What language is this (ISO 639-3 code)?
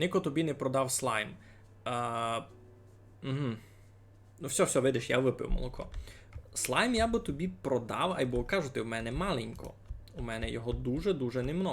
rue